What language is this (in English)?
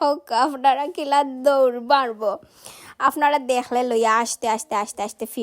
Sylheti